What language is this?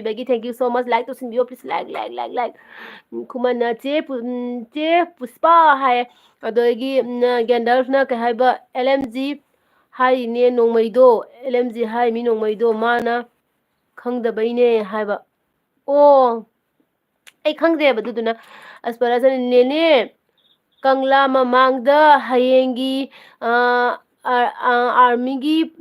Manipuri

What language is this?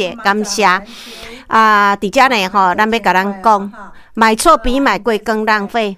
Min Nan Chinese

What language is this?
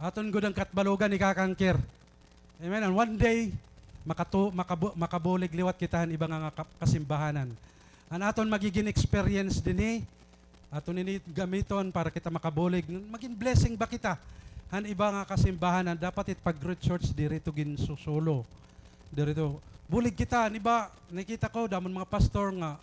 Waray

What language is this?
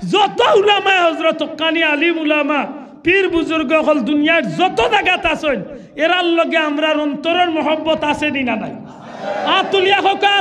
Sylheti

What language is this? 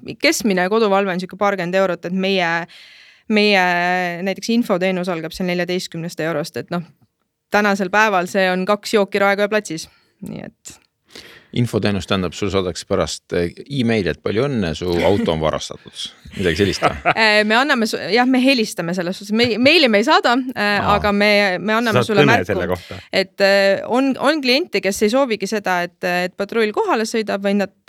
Estonian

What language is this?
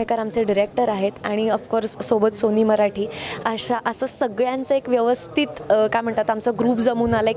Marathi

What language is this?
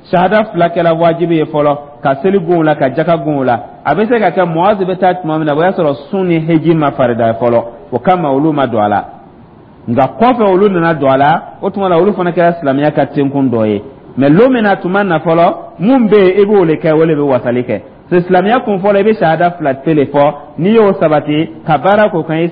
Dyula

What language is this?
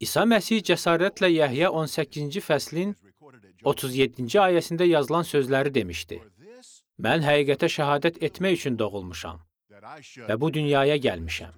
Azerbaijani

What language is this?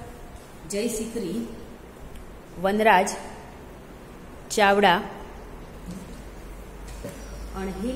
Gujarati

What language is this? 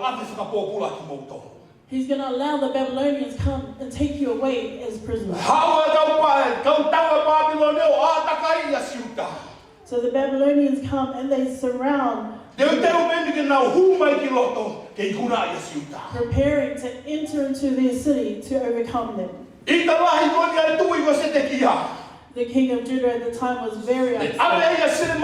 Tongan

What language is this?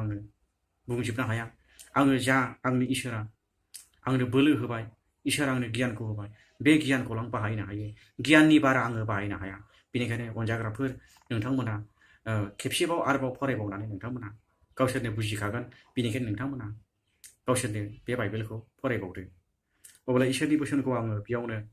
Bodo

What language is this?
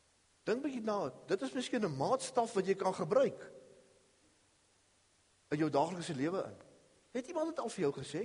Afrikaans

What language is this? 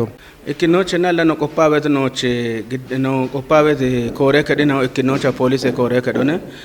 Kafa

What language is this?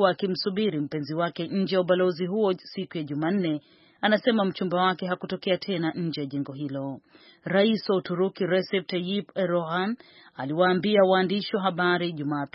Swahili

